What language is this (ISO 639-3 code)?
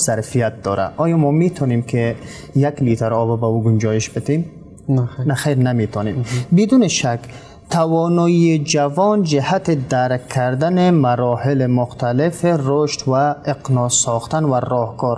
fas